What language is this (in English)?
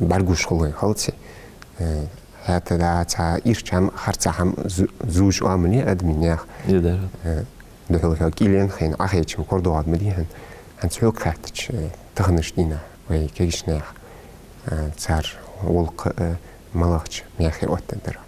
Ingush